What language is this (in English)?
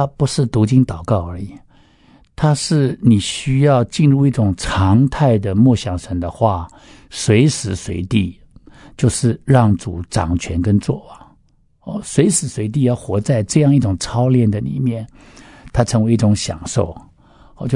Chinese